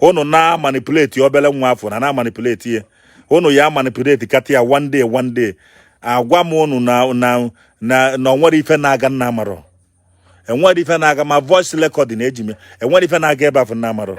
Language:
Igbo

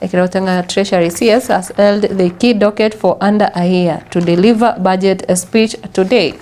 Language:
Gusii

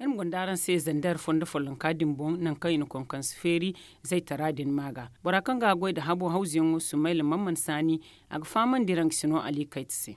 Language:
Zarma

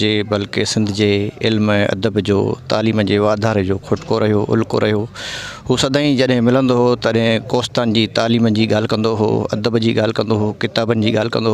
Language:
Sindhi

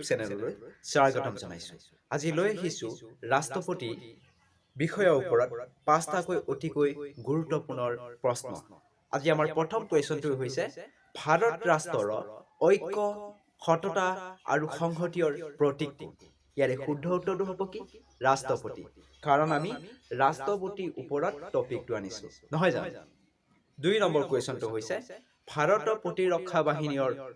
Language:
Assamese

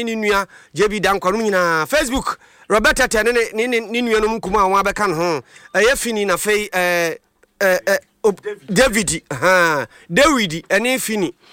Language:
Akan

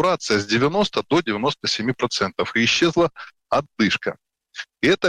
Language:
Russian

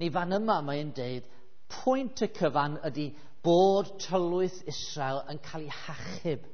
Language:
Welsh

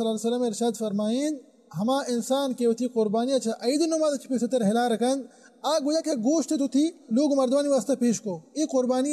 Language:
Baluchi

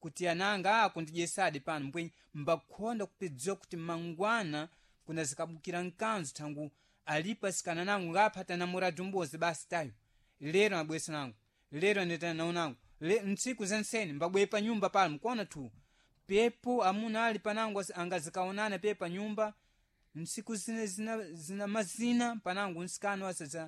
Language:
Sena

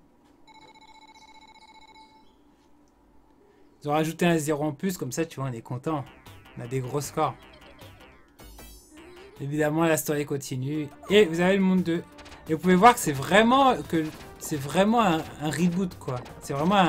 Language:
French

